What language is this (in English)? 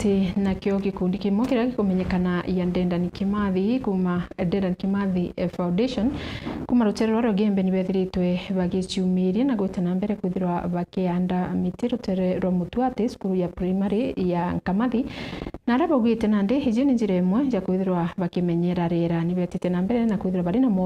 Meru